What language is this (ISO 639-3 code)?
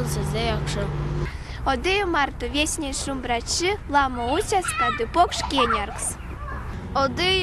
myv